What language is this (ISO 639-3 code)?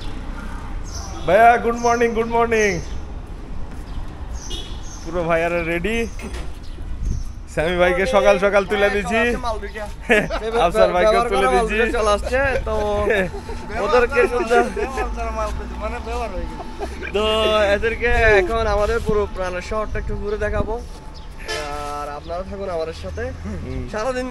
ben